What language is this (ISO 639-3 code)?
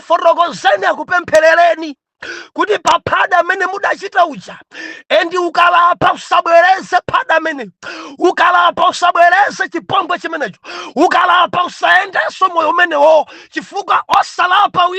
nya